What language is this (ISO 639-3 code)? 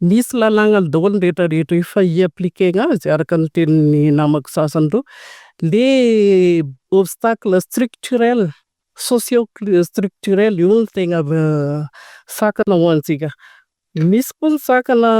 mlg